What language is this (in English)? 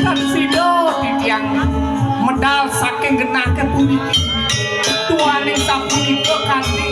Balinese